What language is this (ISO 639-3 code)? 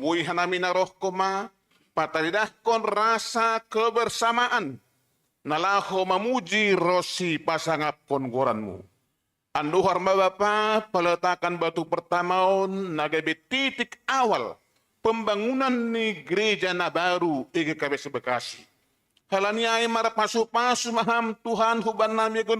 bts